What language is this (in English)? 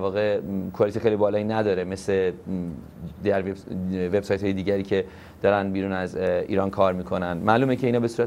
Persian